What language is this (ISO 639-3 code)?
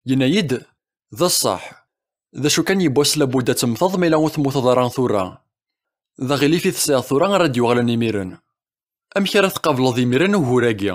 kab